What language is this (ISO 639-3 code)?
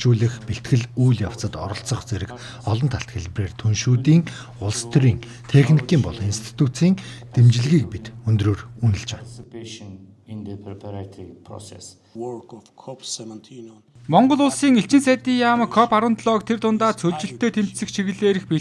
mon